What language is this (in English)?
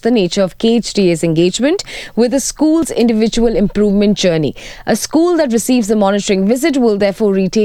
English